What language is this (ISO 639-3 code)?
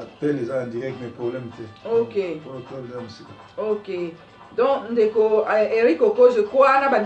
lin